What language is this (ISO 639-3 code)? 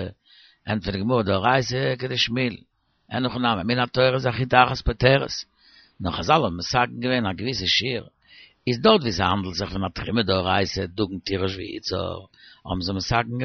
yid